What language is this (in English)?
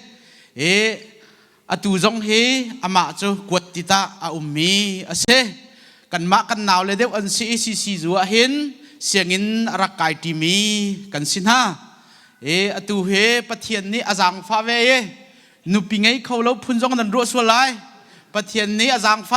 Hakha Chin